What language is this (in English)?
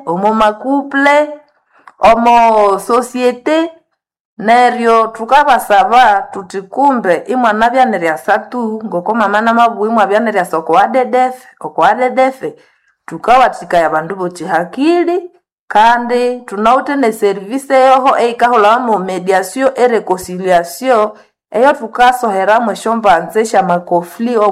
Nande